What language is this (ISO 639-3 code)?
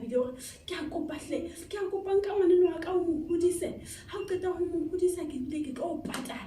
sot